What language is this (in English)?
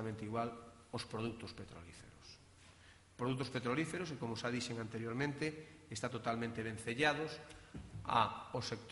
Galician